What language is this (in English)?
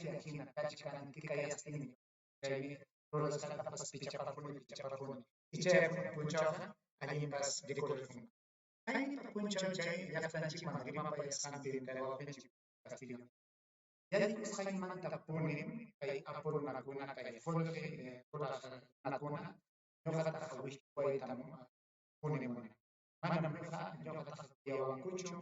Ayacucho Quechua